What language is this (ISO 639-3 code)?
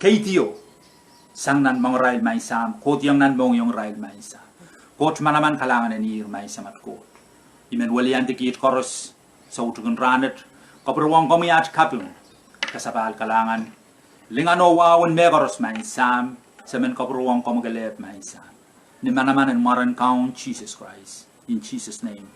pon